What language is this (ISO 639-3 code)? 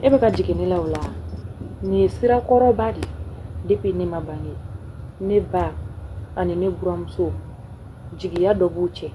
bam